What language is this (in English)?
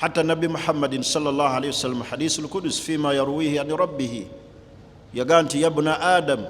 Ganda